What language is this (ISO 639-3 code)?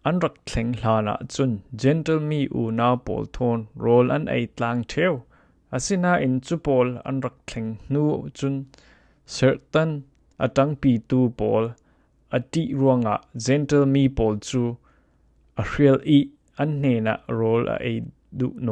cfm